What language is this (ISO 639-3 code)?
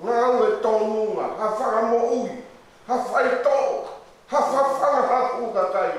ton